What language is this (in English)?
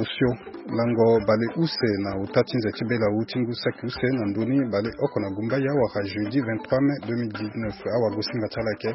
Sango